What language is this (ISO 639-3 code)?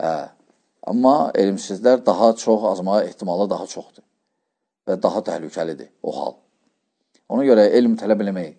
aze